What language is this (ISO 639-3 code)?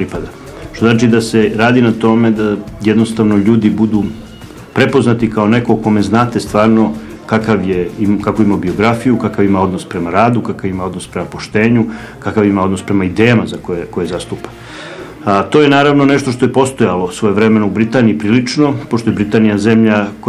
srp